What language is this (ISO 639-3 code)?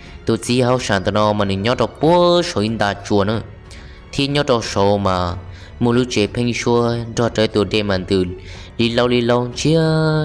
hmn